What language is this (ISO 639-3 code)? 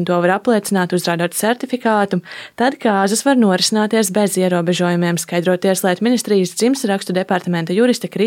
lav